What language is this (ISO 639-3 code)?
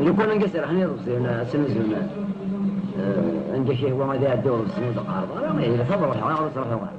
kab